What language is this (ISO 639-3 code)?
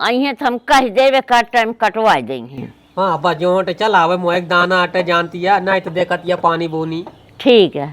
awa